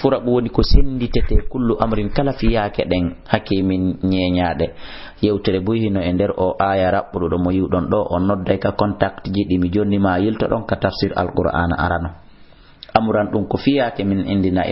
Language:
Fula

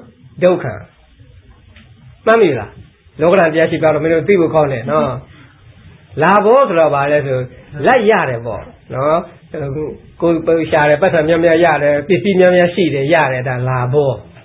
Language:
Burmese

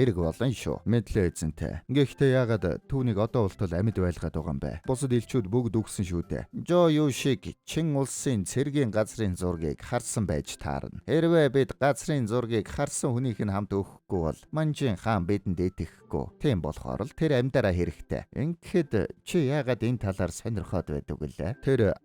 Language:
Mongolian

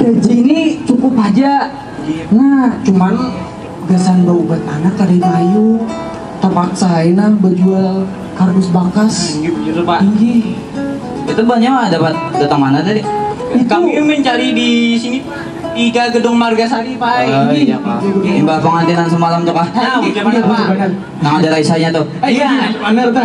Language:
Banjar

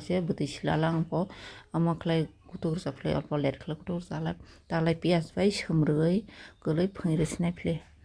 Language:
Kok Borok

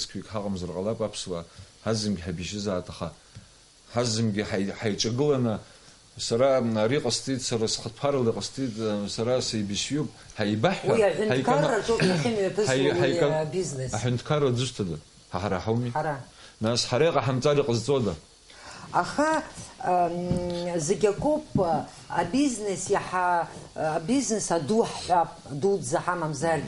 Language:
Abkhazian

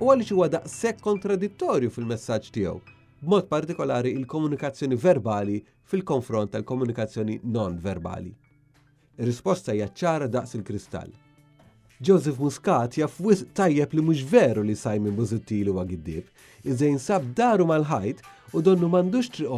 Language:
Maltese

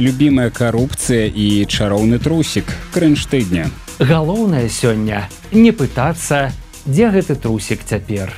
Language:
Belarusian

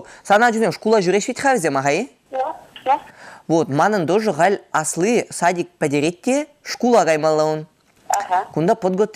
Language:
Chuvash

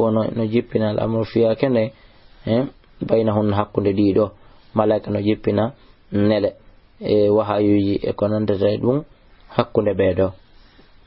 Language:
Fula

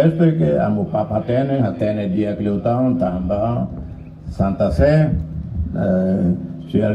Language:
Tetum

